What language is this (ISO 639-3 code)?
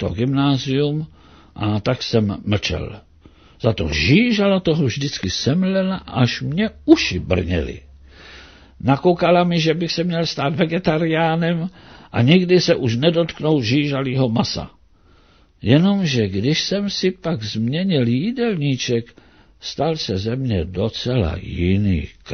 ces